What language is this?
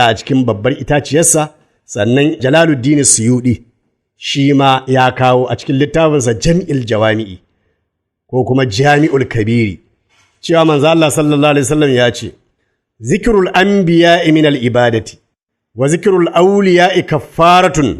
Hausa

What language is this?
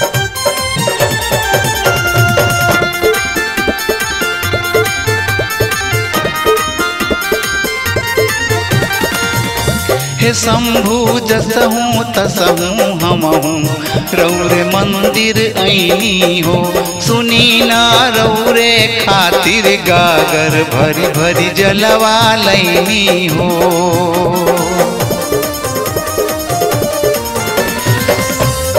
Bhojpuri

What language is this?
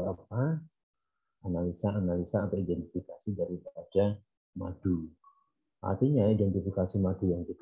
Indonesian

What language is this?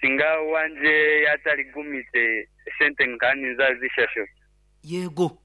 Nyankole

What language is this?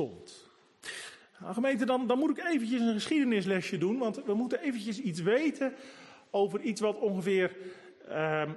Dutch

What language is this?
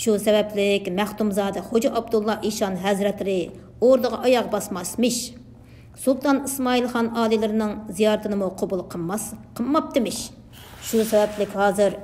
Uyghur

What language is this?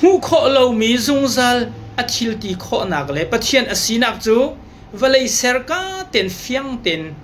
Hakha Chin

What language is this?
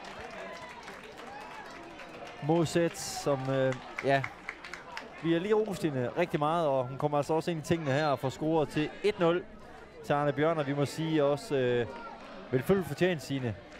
Danish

